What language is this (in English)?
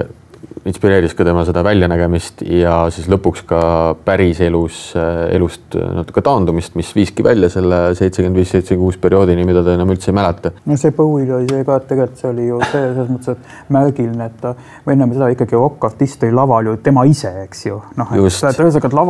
Estonian